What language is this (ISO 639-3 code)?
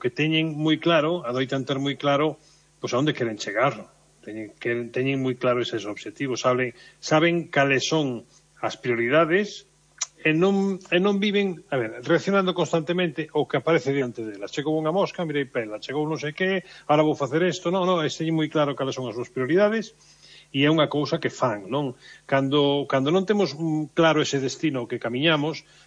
glg